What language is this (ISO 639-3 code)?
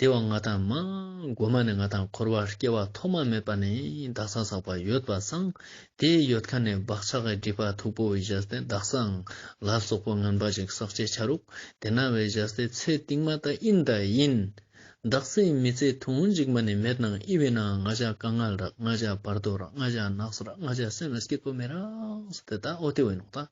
lbj